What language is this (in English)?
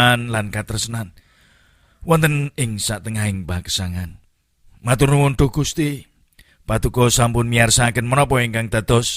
Javanese